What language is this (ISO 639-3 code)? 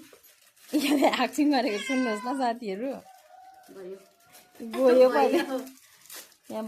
nep